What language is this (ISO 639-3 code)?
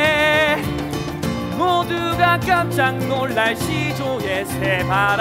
kor